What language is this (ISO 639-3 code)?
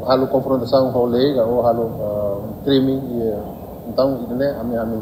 tet